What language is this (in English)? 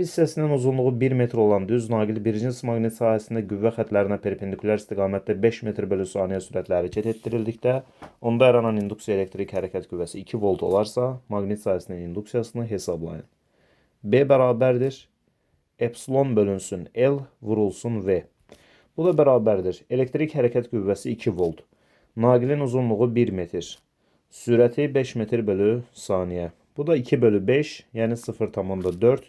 Azerbaijani